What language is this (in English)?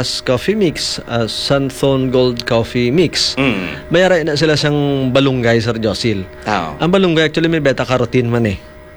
Hiligaynon